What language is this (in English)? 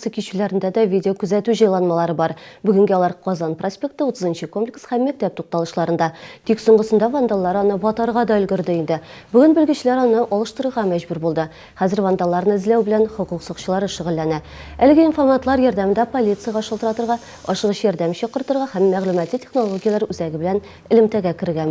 Tatar